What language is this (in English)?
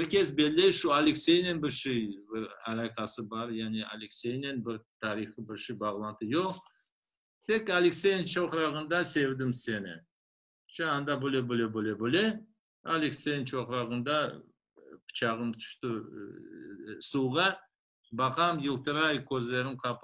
Crimean Tatar